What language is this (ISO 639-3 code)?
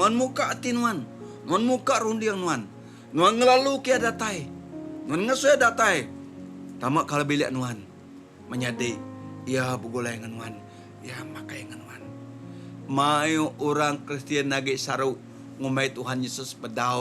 iba